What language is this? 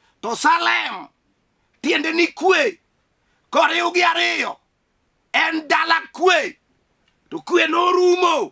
Luo (Kenya and Tanzania)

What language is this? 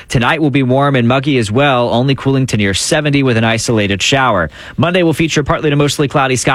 English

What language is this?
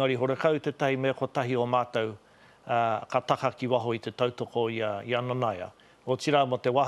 Māori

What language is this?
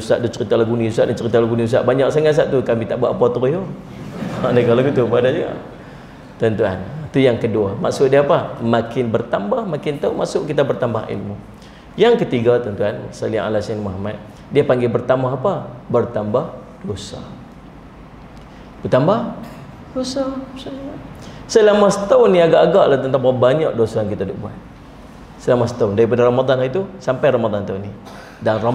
Malay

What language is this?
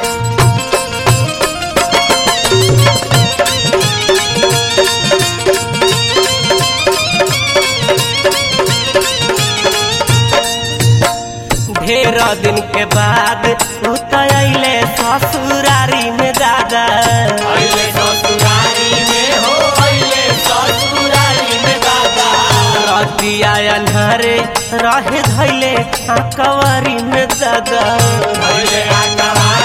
Bhojpuri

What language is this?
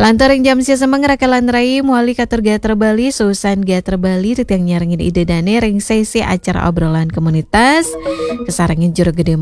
Balinese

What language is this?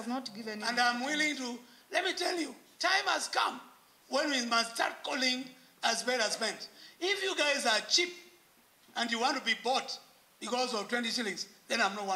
Kamba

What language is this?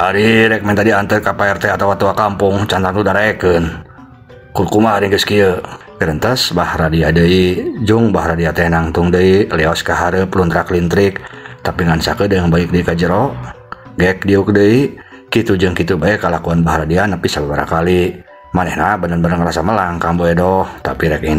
Sundanese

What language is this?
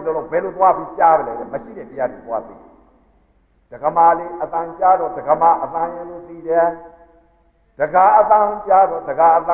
Burmese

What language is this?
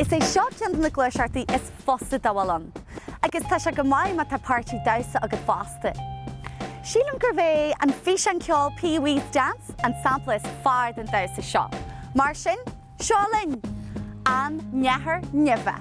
Irish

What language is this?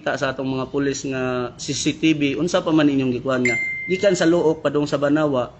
Cebuano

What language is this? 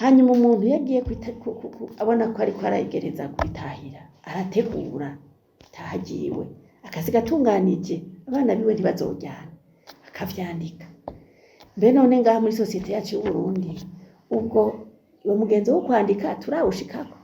Rundi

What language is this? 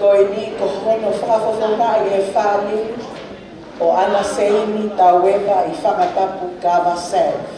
Tongan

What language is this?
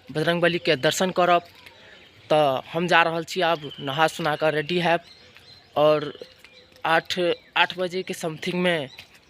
Maithili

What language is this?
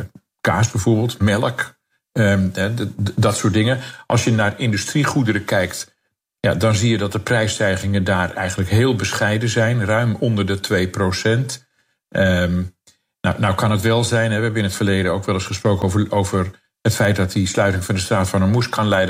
Dutch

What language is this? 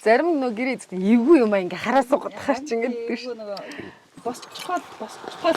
Mongolian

